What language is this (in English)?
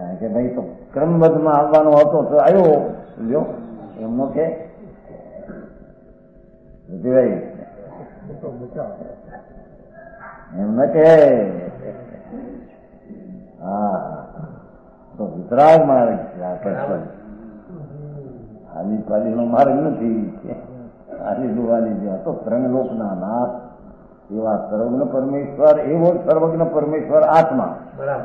Gujarati